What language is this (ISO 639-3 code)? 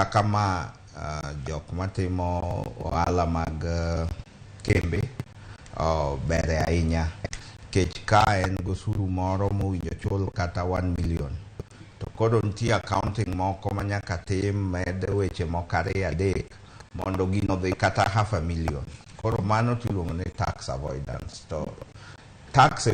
luo